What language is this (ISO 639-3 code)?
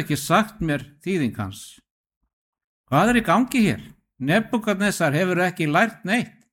isl